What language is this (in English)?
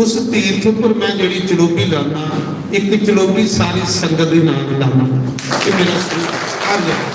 Dogri